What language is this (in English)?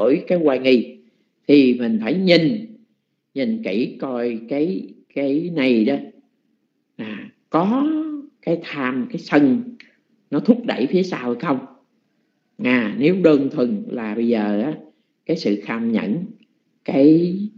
Vietnamese